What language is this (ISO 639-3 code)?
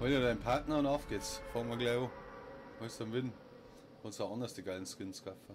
bar